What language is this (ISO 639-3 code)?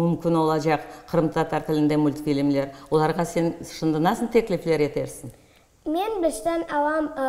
crh